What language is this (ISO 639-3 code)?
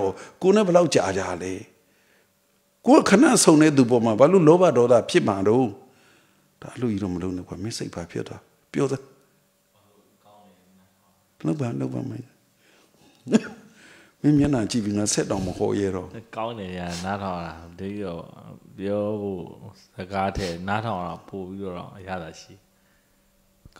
mya